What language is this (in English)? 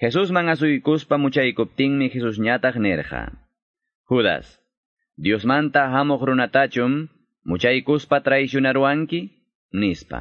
Quechua